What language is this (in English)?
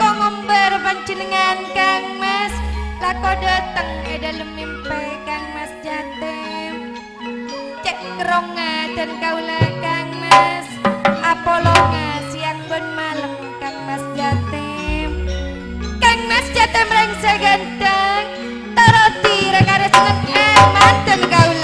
Madurese